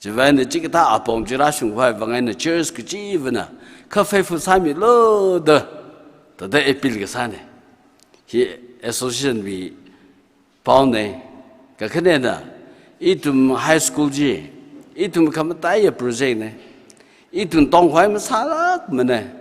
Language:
Tangkhul Naga (India)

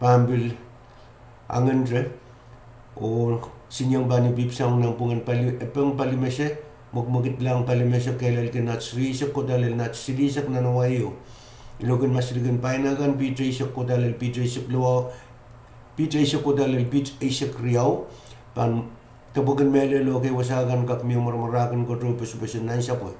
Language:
Pohnpeian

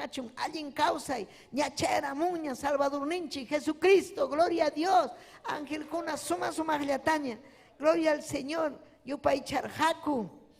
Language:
Ayacucho Quechua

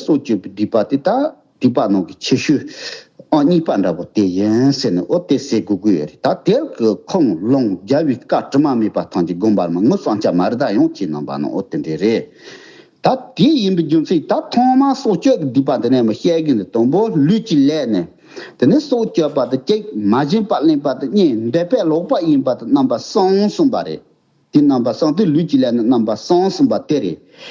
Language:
Tibetan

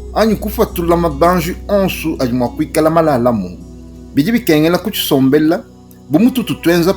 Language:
Luba-Lulua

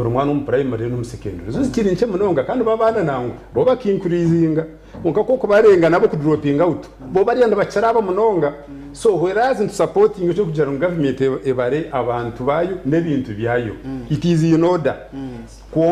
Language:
Nyankole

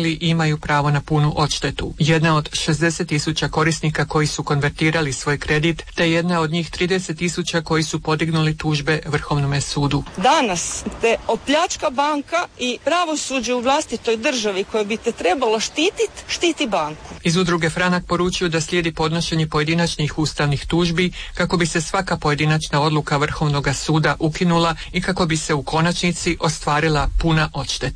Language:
Croatian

